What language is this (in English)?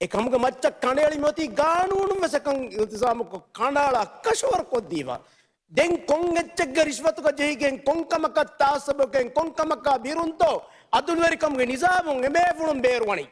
Divehi